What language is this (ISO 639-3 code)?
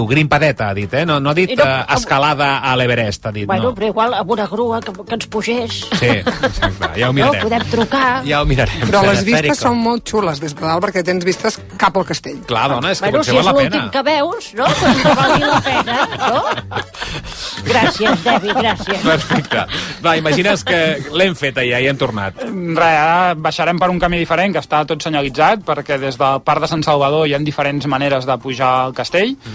cat